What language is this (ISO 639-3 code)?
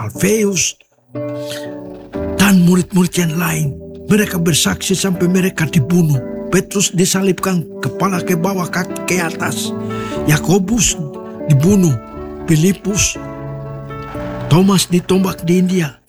ind